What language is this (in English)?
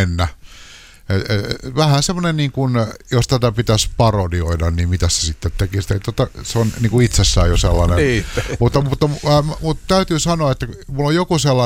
Finnish